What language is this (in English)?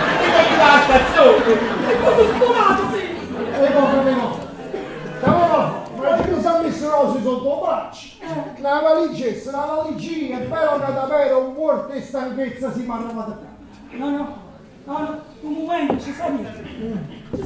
Neapolitan